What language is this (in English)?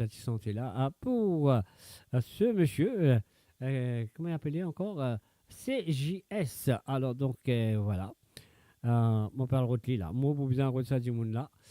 Morisyen